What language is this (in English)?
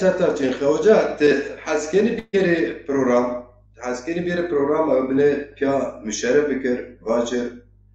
Zaza